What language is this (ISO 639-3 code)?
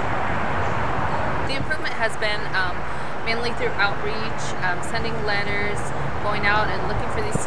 eng